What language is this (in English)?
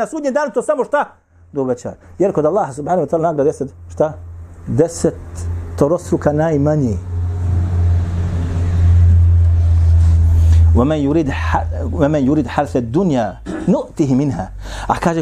Bosnian